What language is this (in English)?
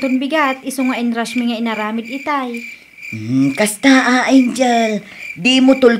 Iloko